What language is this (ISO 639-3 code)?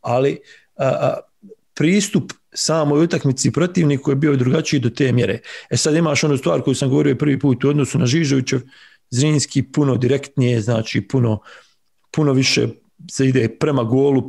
bos